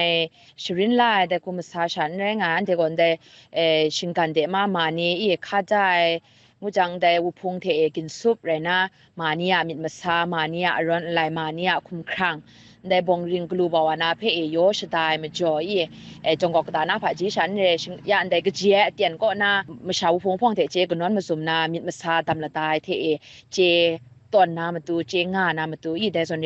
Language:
Kachin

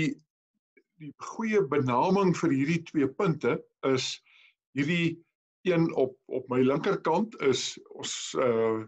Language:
Afrikaans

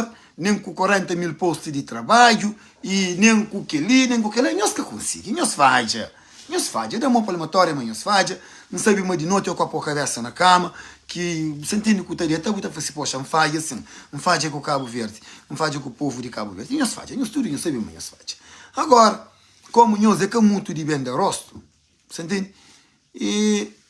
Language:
Kabuverdianu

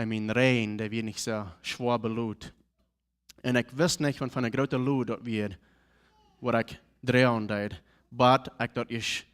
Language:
Plautdietsch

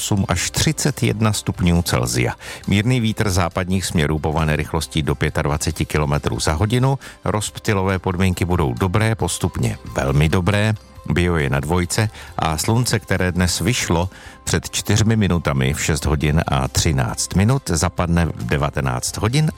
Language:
Czech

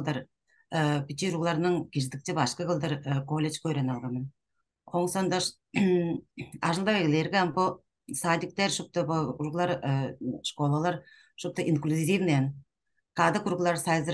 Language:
Tuvinian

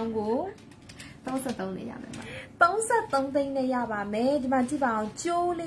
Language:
Burmese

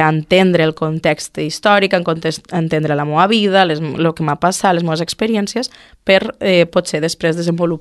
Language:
Catalan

